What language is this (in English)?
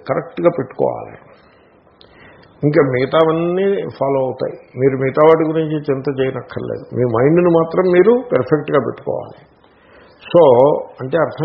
Telugu